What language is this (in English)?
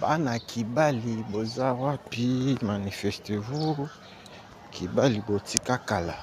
Lingala